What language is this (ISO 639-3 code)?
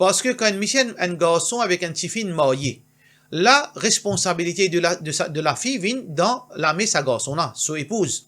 mfe